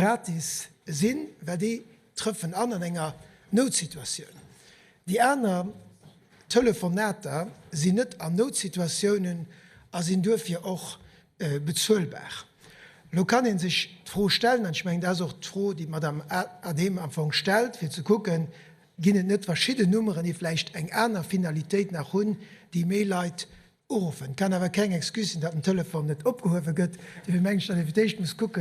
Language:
Luxembourgish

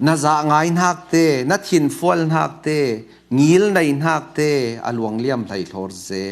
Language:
Falam Chin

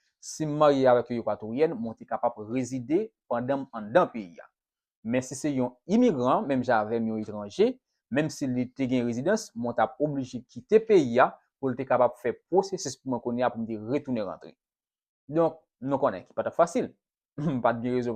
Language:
Haitian Creole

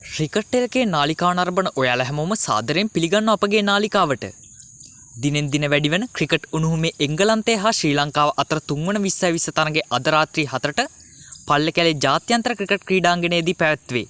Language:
Sinhala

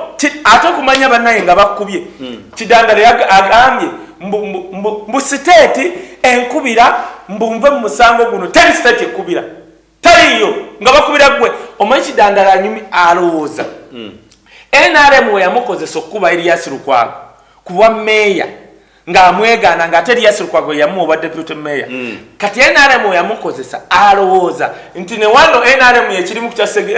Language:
Ganda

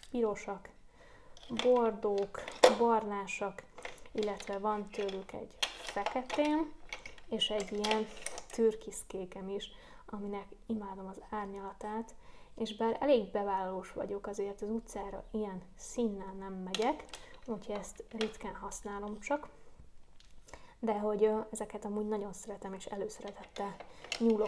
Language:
Hungarian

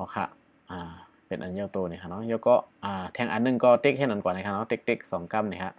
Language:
Shan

